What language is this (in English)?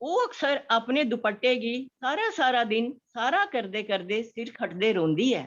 Dogri